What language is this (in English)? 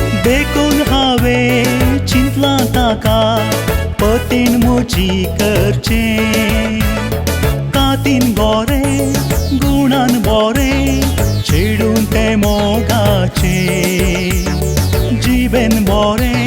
Konkani